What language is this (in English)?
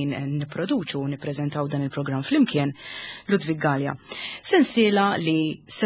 Maltese